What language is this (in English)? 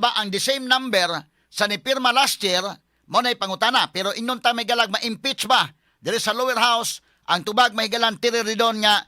Cebuano